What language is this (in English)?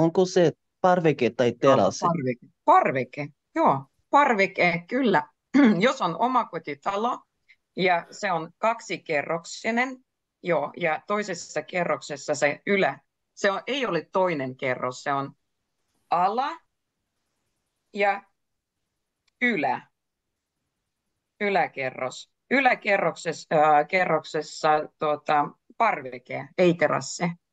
Finnish